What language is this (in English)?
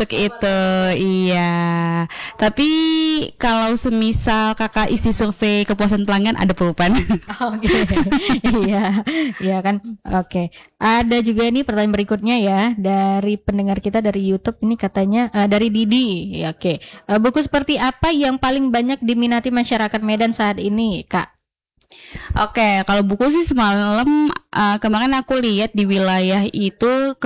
Indonesian